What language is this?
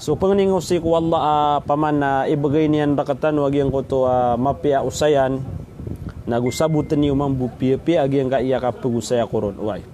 Maranao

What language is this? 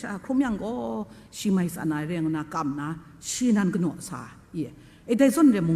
Kachin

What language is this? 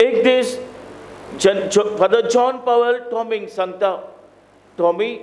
Konkani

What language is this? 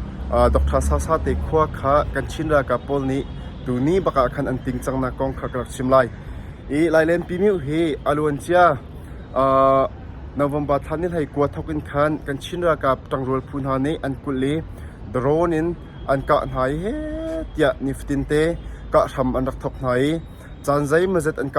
Hakha Chin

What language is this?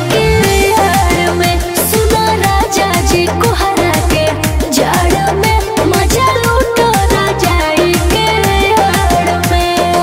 Bhojpuri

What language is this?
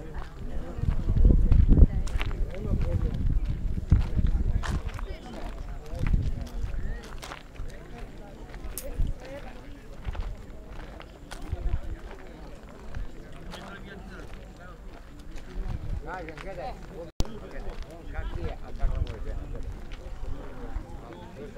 Croatian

